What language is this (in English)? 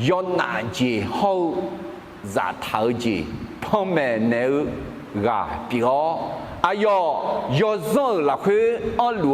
Akha